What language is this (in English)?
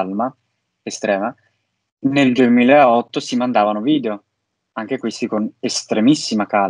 Italian